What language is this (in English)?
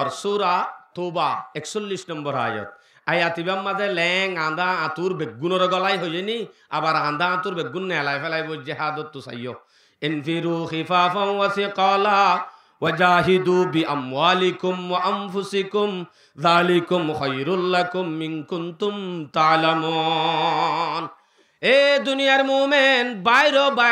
Rohingya